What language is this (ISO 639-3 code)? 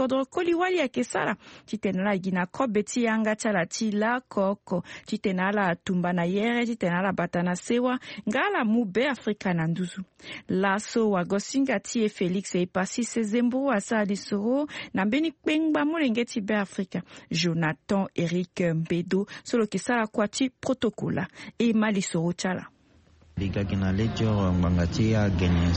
sag